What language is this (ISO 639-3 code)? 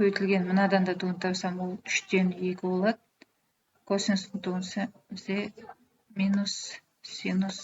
kaz